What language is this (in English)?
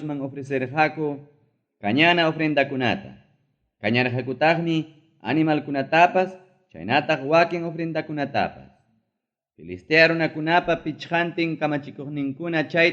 Ayacucho Quechua